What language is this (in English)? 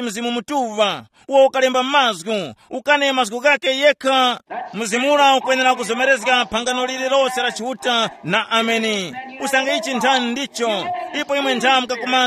Tumbuka